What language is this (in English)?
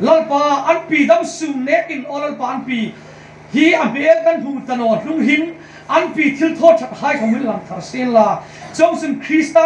Hmar